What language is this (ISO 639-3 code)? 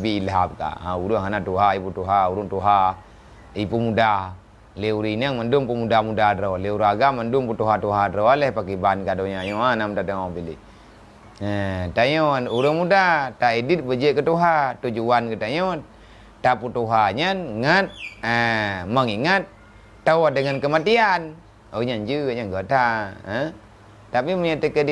ace